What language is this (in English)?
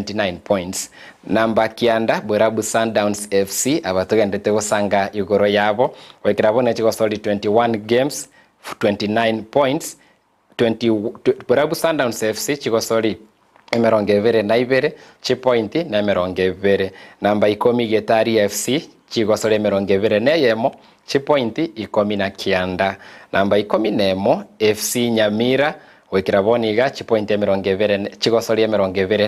Gusii